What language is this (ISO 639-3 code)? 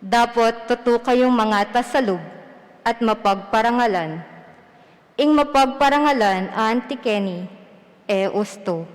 pam